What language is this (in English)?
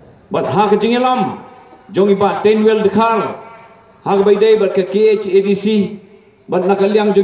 Khasi